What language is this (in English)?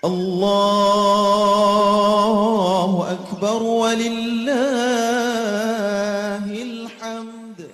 Buginese